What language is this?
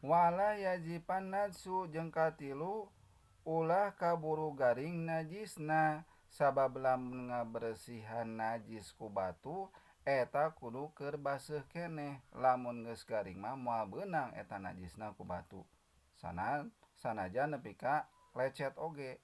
Sundanese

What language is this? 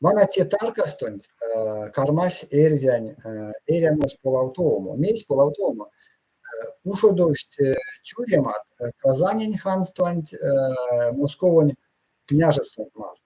Erzya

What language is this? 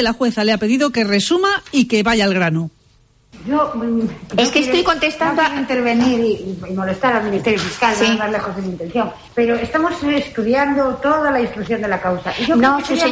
Spanish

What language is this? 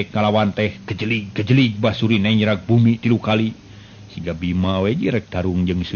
Sundanese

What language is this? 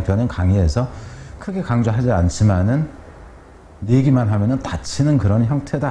Korean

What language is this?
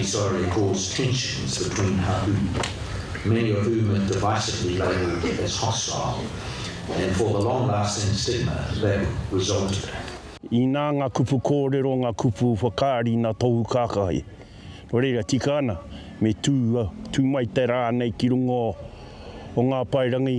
Māori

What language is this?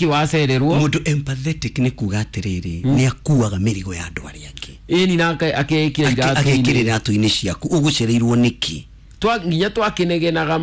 Kikuyu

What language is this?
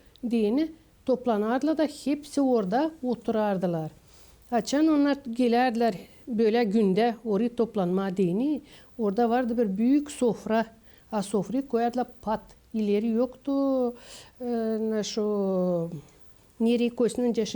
Gagauz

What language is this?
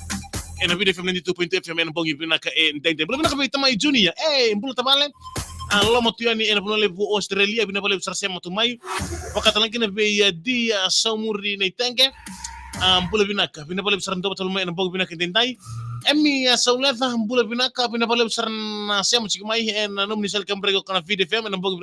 Fijian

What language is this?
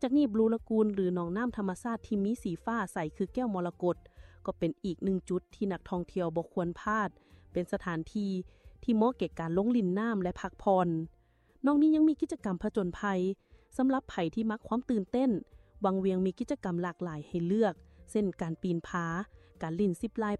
Lao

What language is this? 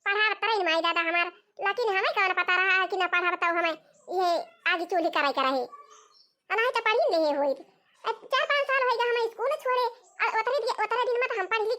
Awadhi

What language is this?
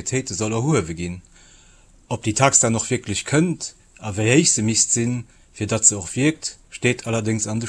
Luxembourgish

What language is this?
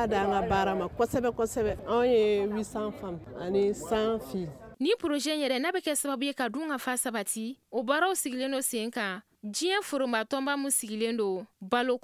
Bambara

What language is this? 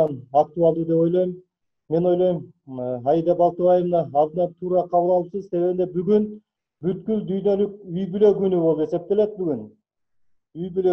Kyrgyz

